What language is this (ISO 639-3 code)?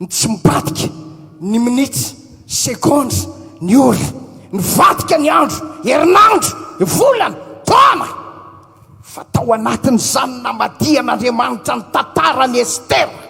mlg